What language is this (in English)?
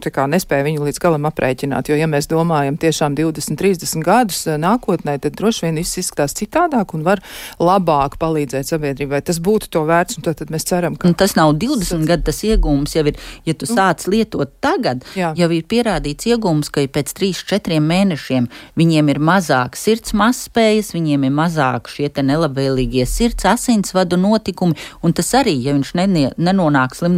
Latvian